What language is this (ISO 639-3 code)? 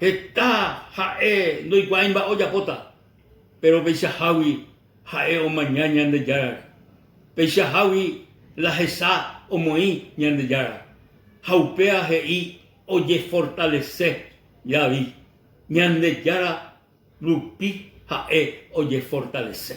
grn